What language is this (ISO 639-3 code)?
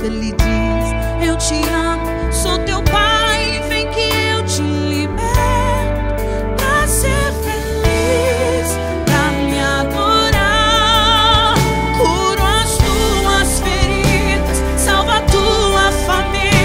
por